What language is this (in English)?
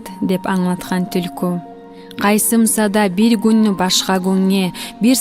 Kumyk